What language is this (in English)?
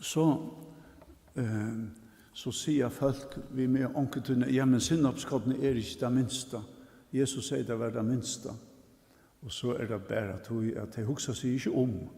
Faroese